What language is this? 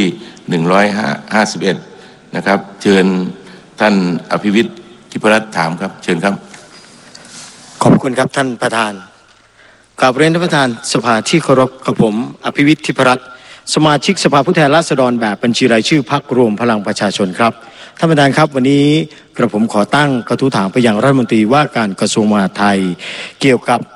Thai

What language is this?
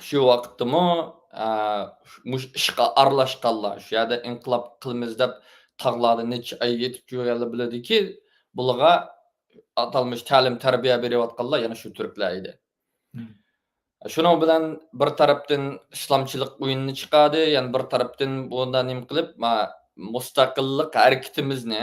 Uyghur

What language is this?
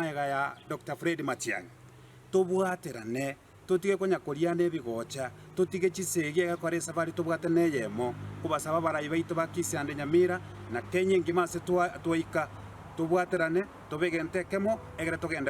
Gusii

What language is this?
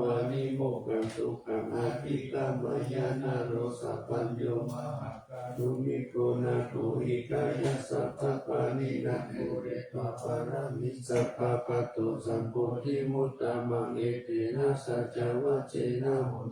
Pali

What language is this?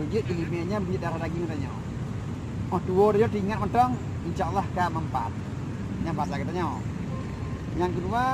Achinese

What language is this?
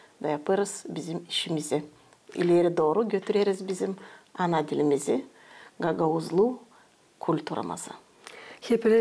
Gagauz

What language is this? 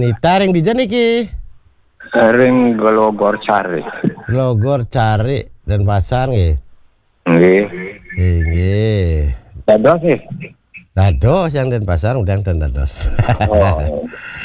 Balinese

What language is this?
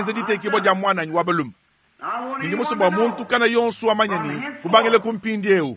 Luba-Lulua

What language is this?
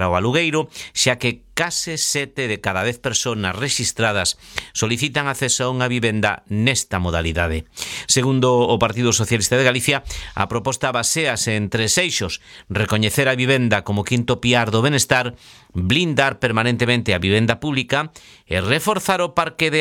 Galician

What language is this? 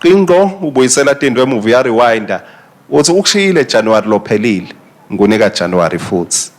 Swati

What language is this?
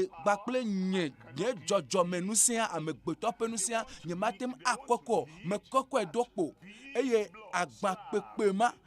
Ewe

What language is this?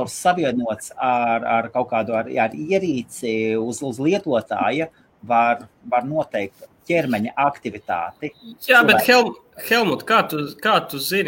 Latvian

